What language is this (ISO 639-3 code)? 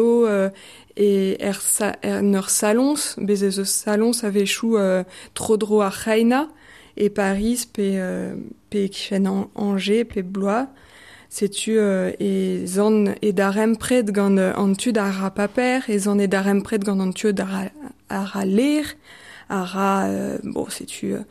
bre